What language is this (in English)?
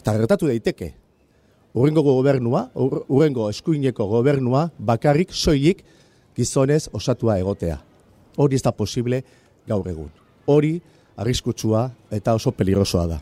Basque